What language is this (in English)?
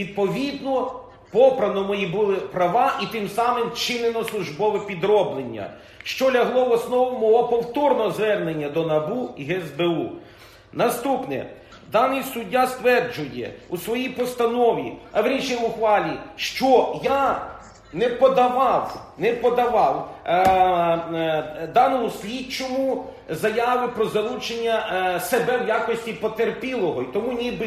Ukrainian